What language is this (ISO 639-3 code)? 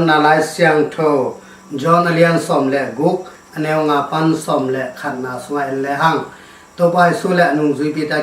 ctd